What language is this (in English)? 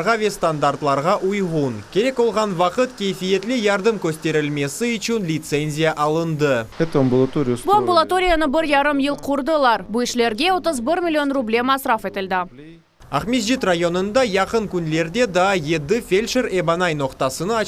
Crimean Tatar